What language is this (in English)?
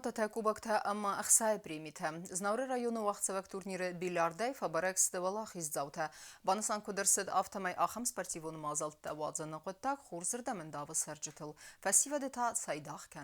Ossetic